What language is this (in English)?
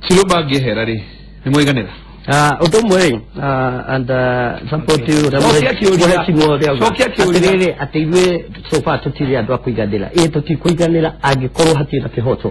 Kikuyu